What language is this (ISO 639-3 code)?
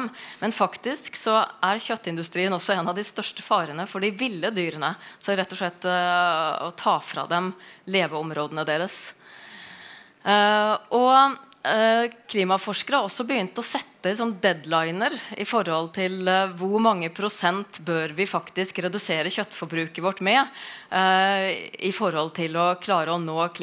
nor